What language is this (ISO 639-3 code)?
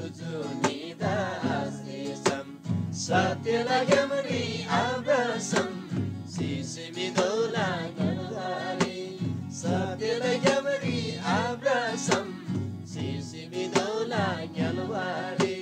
taj